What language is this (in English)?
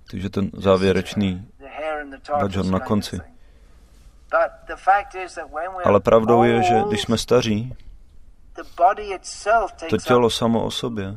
Czech